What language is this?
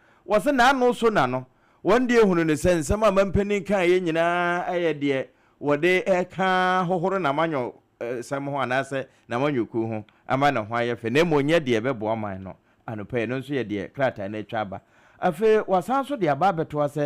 Akan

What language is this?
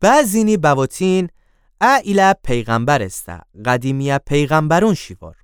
Gilaki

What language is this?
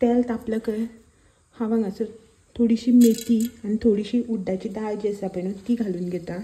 Konkani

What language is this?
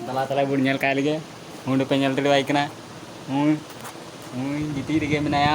Santali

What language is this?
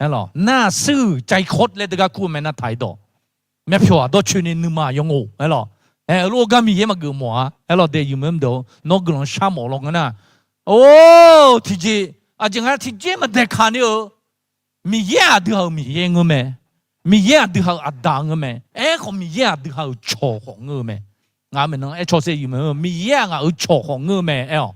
Akha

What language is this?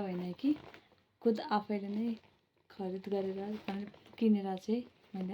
Nepali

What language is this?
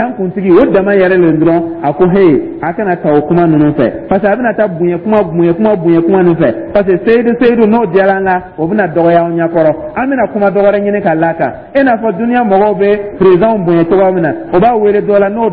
Dyula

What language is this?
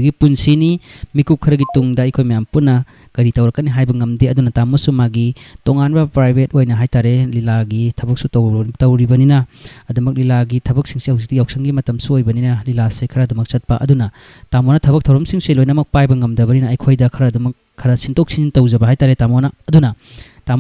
Manipuri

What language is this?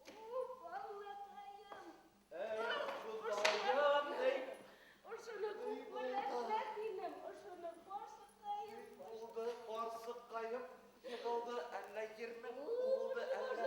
Bashkir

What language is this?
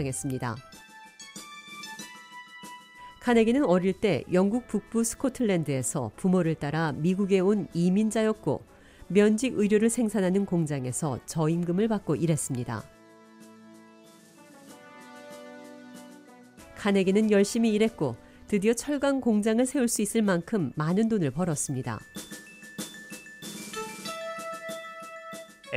Korean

